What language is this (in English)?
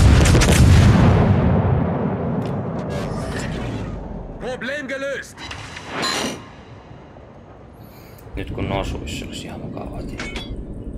Finnish